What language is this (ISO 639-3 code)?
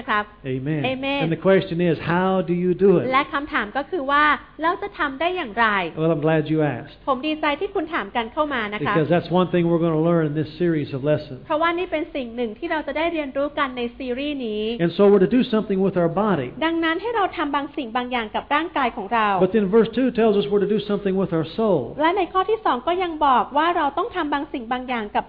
tha